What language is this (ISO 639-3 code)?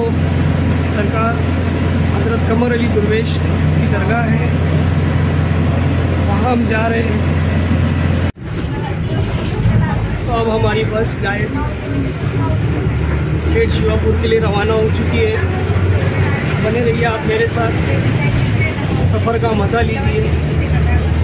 hin